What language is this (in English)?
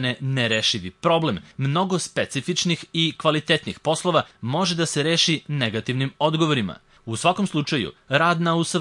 Serbian